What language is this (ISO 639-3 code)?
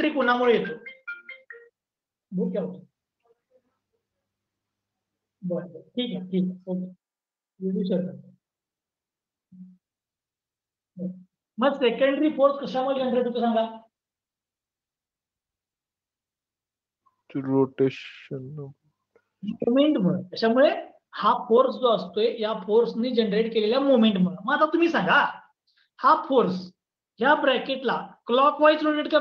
mar